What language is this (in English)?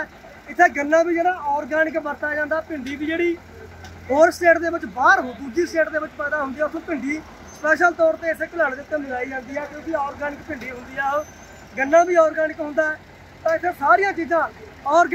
Punjabi